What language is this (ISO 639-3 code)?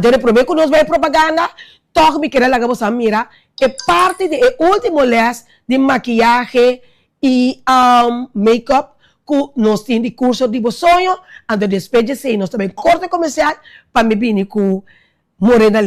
pap